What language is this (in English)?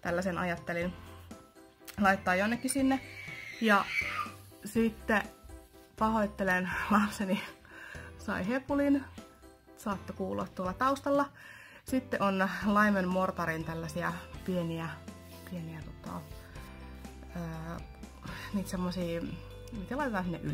Finnish